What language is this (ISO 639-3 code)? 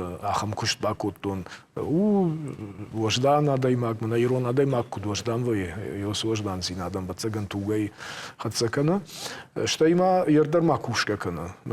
oss